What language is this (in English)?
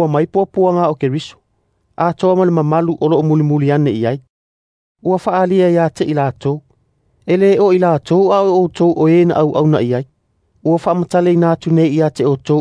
Samoan